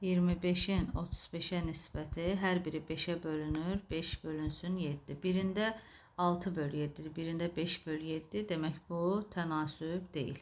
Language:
Azerbaijani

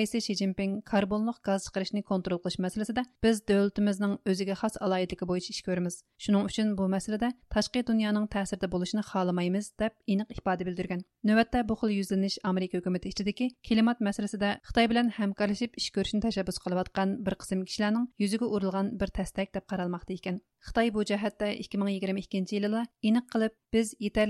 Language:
Uyghur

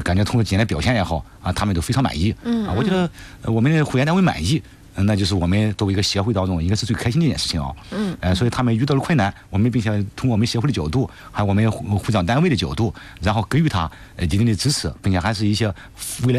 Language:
Chinese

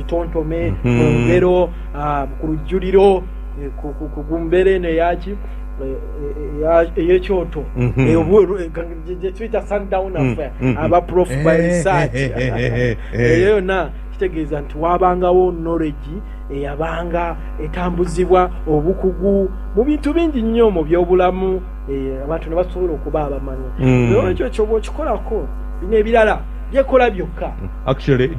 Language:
Ganda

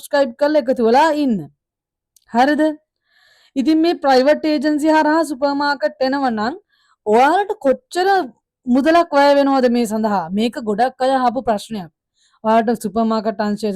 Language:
Sinhala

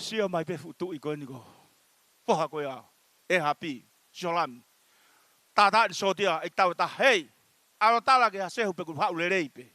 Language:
Tongan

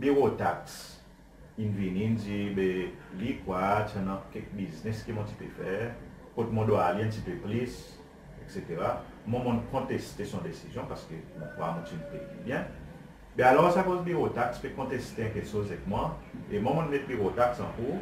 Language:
Seselwa Creole French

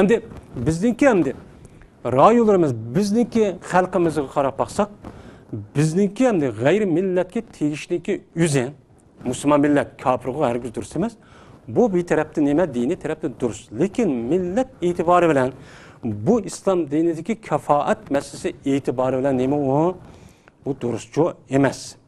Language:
Uyghur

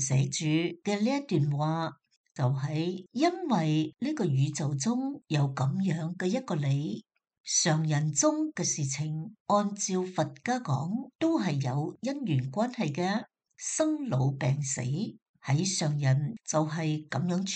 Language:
Cantonese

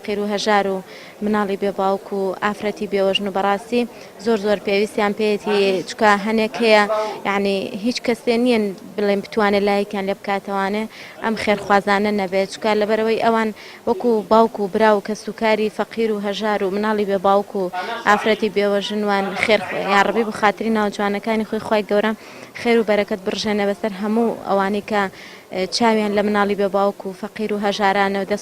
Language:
Central Kurdish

